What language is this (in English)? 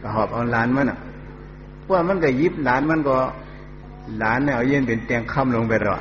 Shan